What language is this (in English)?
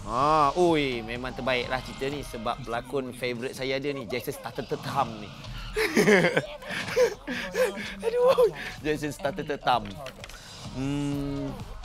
Malay